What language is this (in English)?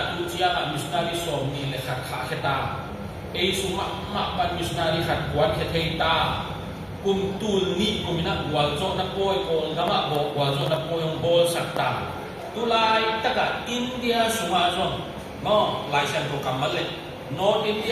Tedim Chin